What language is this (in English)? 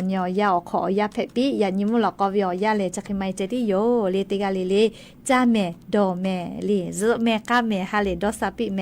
Lahu